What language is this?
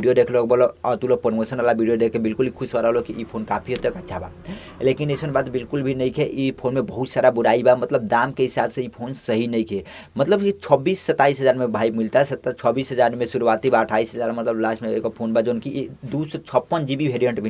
Bhojpuri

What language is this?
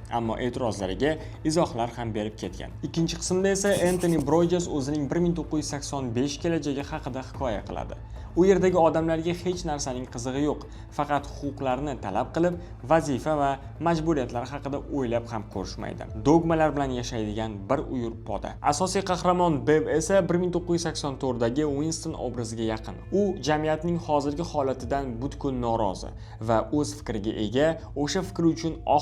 Uzbek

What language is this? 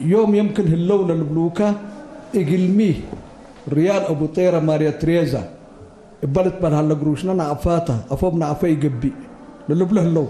Tigre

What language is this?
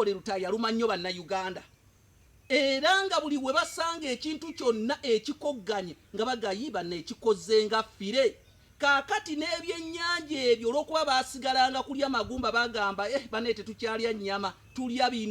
Ganda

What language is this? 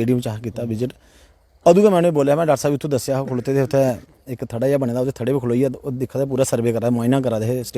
Dogri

